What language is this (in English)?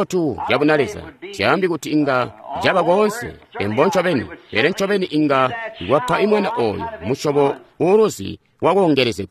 Tonga (Zambia)